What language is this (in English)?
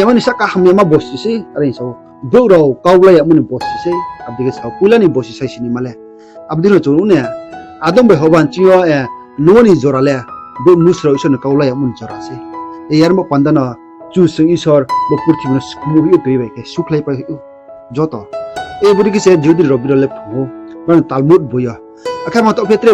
Riang (India)